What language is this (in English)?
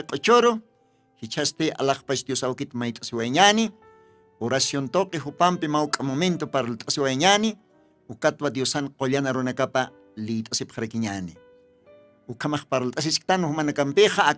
Aymara